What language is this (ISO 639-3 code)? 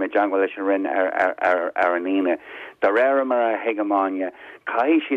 gle